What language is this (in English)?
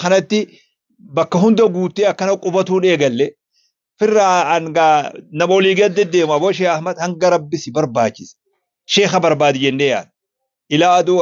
Oromo